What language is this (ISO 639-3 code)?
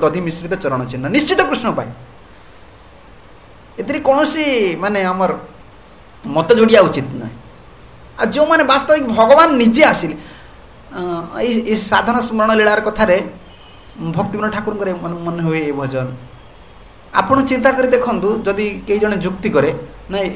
ori